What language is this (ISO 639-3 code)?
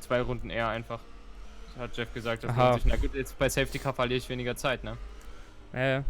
gsw